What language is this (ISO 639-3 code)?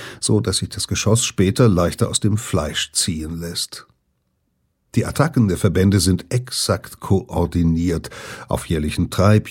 deu